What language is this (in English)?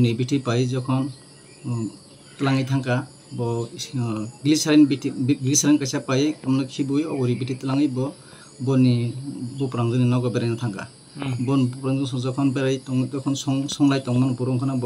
Kok Borok